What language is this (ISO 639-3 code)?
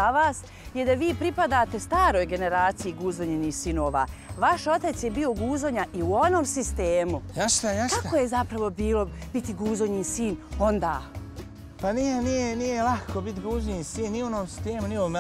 bos